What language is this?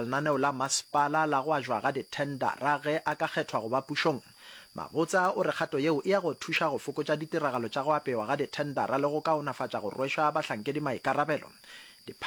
Northern Sotho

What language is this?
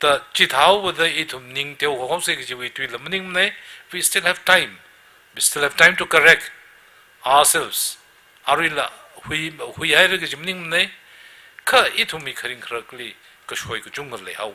Tangkhul Naga (India)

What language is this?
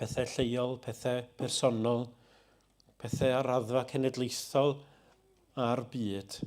Welsh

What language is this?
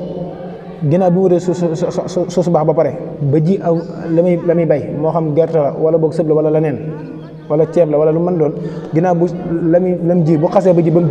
Wolof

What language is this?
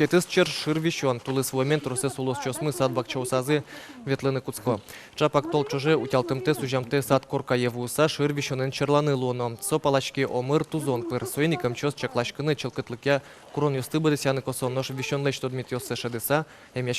Udmurt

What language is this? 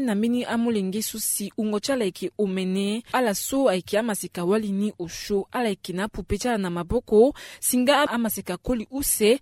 Sango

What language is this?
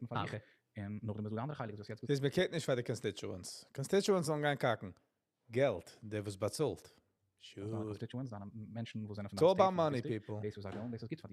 Yiddish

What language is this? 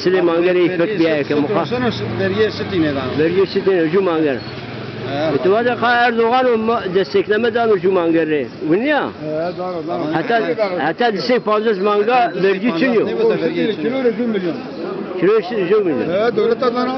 Zaza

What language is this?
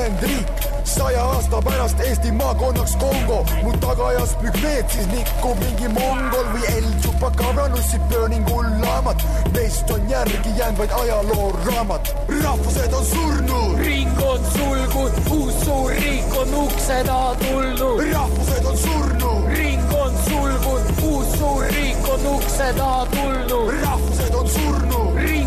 Estonian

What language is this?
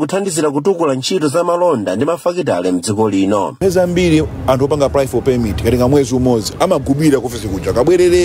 Nyanja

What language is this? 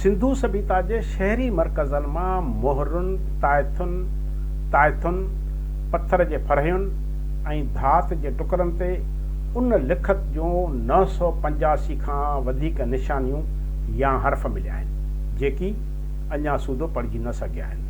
Sindhi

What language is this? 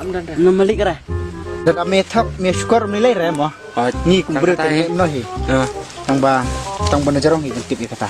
Khasi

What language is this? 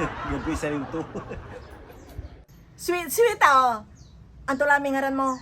Pangasinan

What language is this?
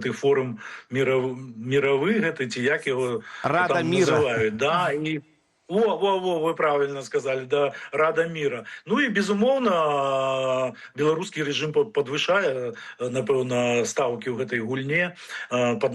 Belarusian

